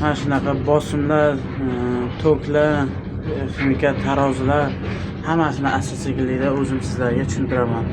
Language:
Uzbek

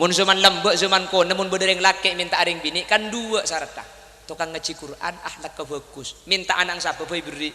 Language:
Madurese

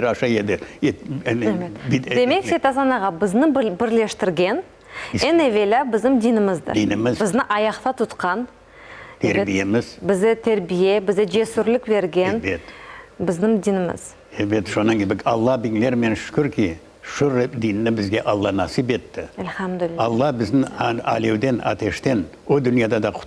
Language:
Crimean Tatar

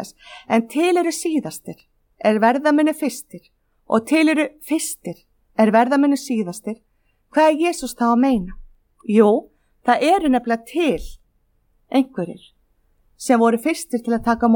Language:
Icelandic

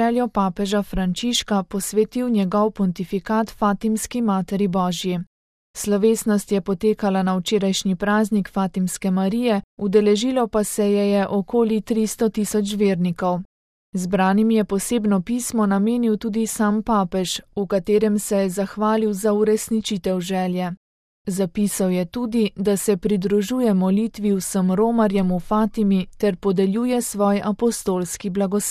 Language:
Slovenian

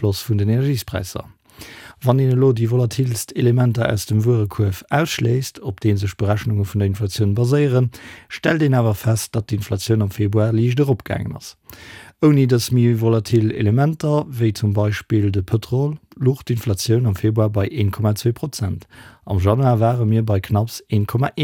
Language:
Luxembourgish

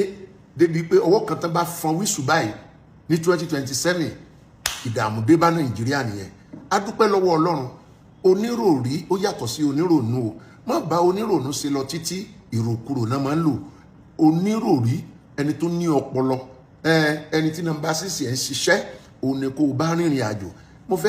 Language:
Yoruba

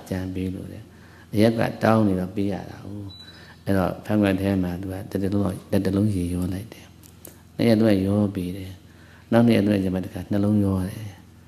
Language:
Burmese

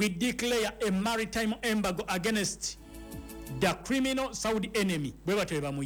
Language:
Ganda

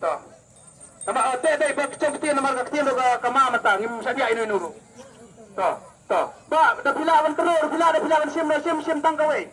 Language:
Khasi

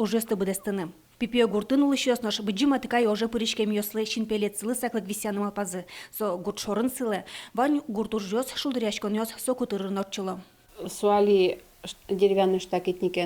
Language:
Udmurt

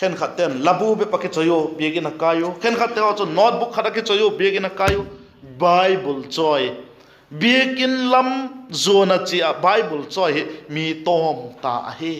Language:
Vaiphei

